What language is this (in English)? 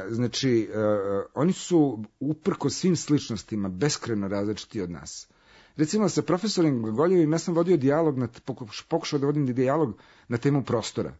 Serbian